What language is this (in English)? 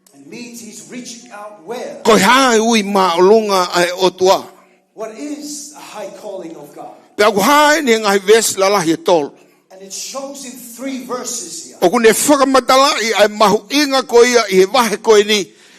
Tongan